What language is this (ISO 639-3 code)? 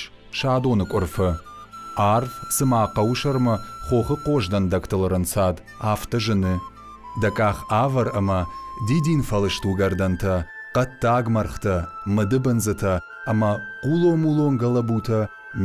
oss